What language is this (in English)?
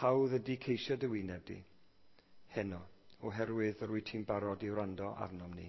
Welsh